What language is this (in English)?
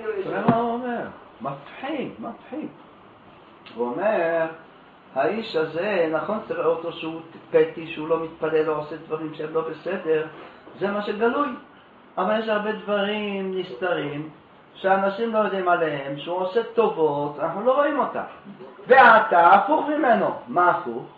Hebrew